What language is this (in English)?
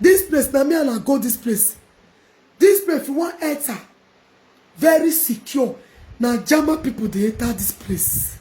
Nigerian Pidgin